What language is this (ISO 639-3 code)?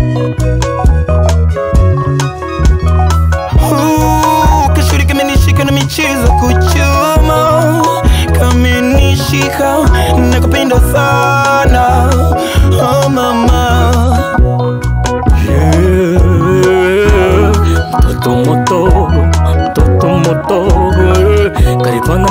swa